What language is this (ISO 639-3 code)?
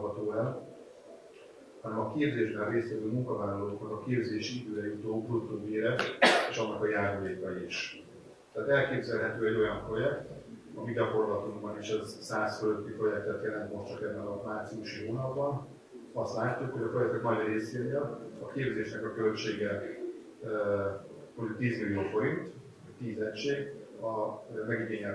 hun